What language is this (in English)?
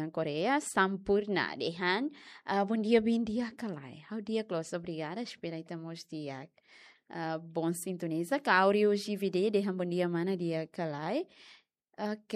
Tetum